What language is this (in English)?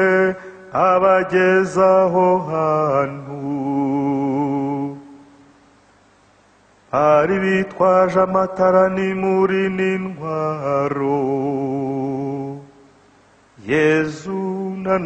Kinyarwanda